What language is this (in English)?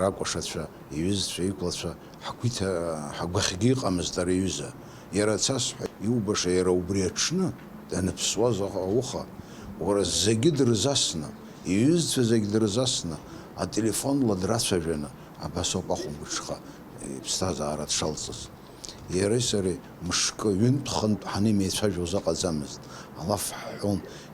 Abkhazian